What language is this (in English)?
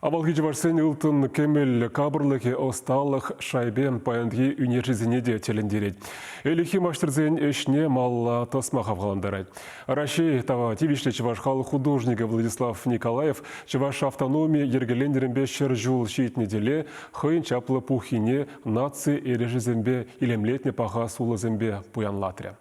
Chuvash